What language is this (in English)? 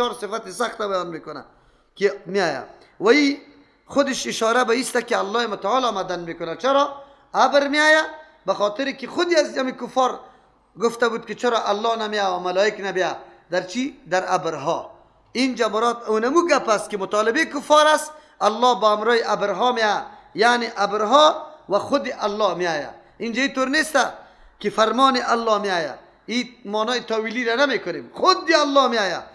Persian